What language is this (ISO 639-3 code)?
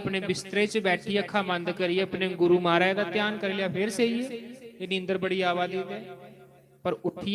doi